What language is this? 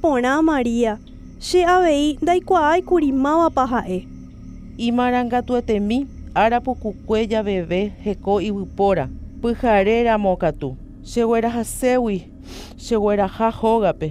Guarani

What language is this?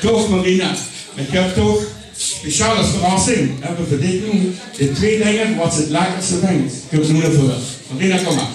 Limburgish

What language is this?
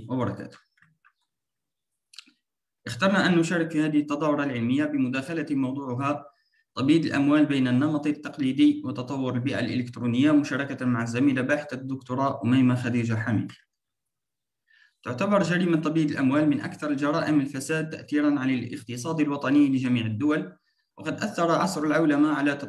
Arabic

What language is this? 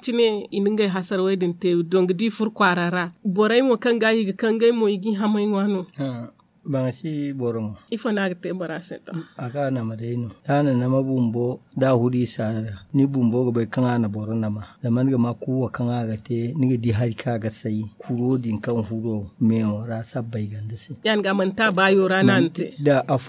Zarma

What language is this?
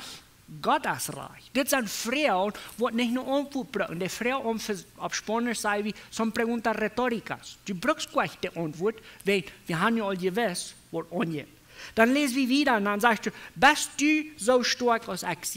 Plautdietsch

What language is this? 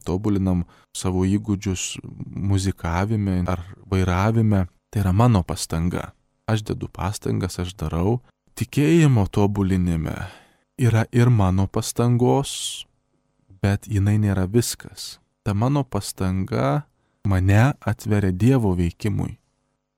Lithuanian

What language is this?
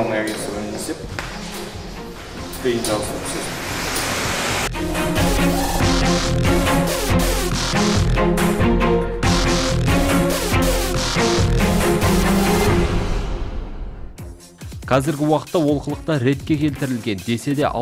Kazakh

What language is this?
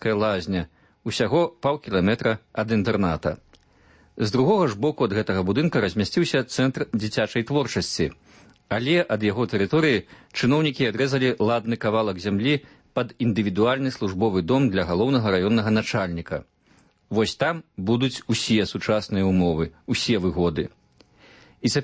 Belarusian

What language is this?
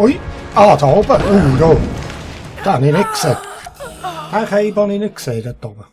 Swiss German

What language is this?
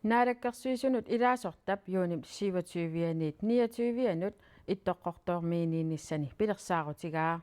Kalaallisut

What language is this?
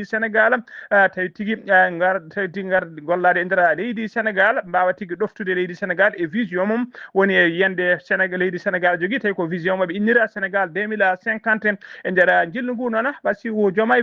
Fula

